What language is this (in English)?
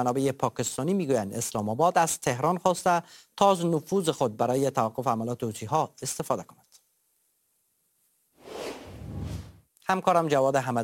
Persian